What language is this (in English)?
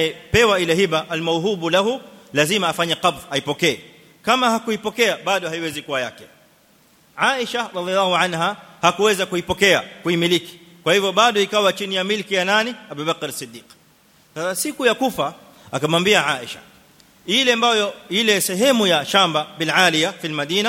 Swahili